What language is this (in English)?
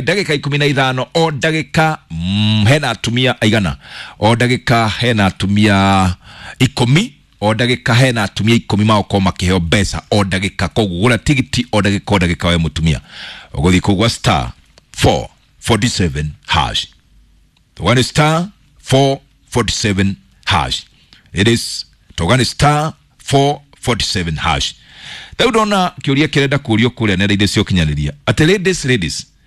Kikuyu